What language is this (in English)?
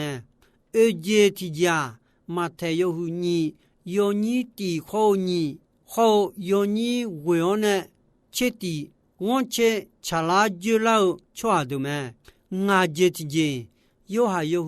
Akha